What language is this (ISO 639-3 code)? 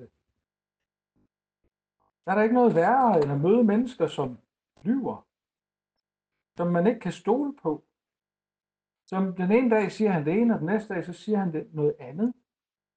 dan